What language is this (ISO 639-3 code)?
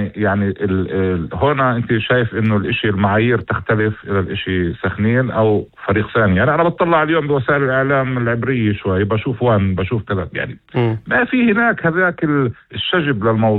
apc